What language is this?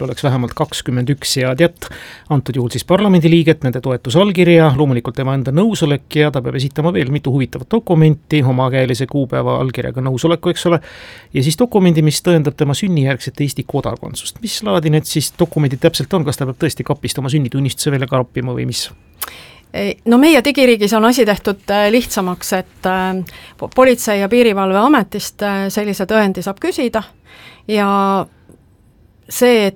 Estonian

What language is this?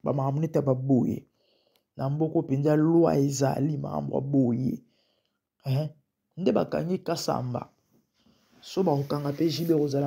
Lingala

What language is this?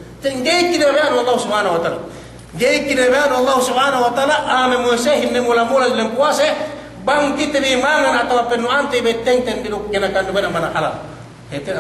Yakan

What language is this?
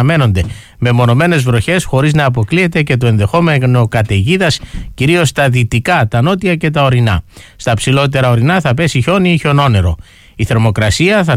Greek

